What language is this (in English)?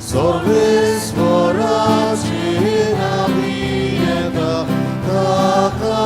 Konkani